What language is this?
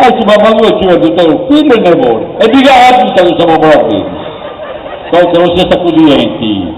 Sardinian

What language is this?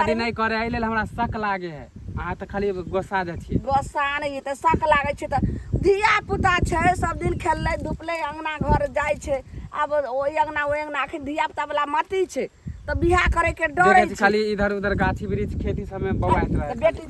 Maithili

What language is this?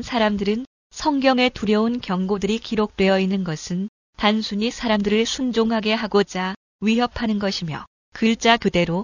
Korean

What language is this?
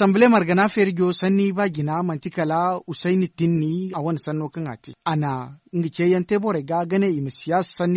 Zarma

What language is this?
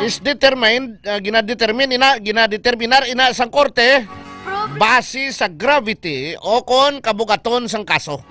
Hiligaynon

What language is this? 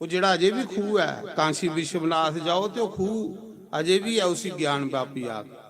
Dogri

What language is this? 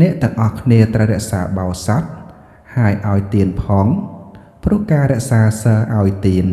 Khmer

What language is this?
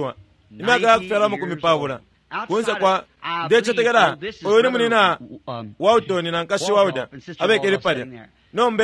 Bemba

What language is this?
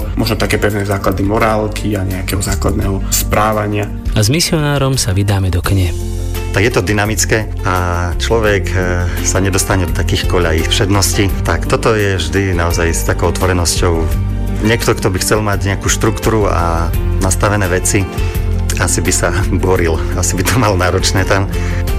Slovak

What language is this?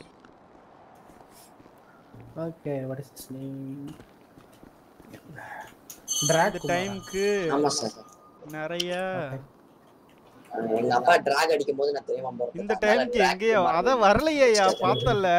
Tamil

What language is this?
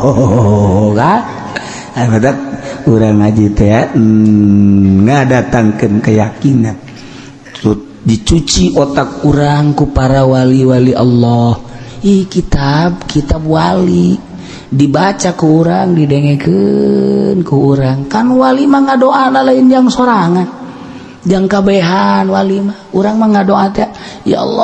Sundanese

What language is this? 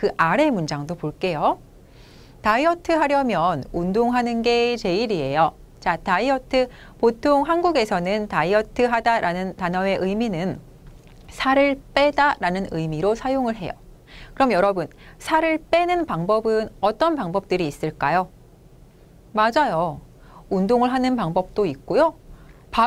Korean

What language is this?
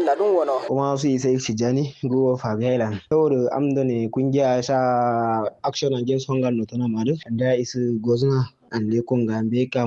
Kanuri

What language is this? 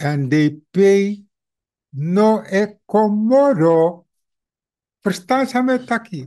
Sranan Tongo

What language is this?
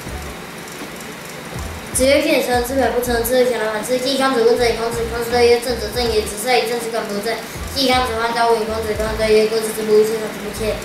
Literary Chinese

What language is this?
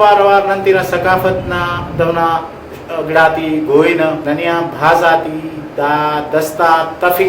Brahui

